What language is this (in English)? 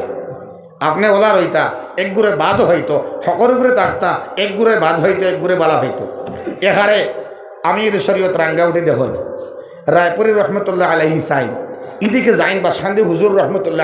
Sylheti